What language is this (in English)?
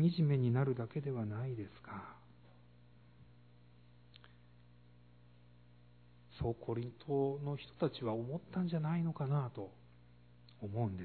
Japanese